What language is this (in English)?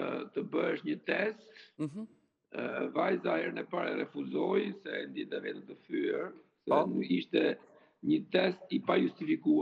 Albanian